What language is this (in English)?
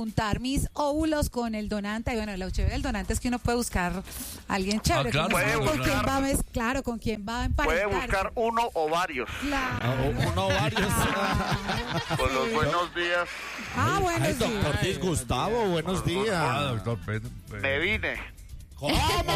Spanish